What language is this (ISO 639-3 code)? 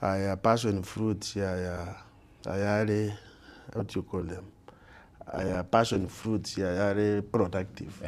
guz